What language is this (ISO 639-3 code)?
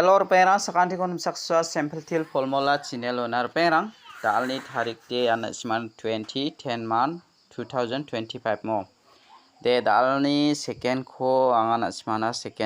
grt